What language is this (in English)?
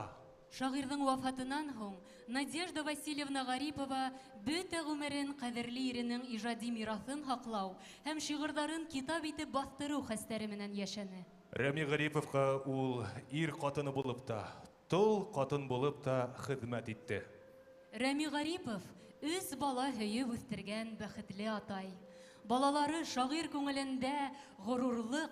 Bashkir